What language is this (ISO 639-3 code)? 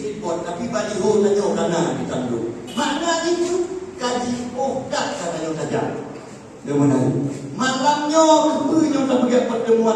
ace